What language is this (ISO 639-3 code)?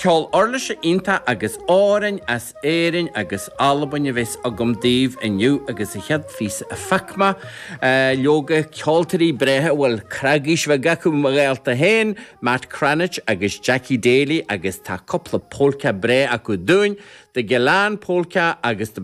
gle